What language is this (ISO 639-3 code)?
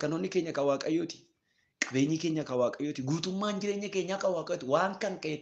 orm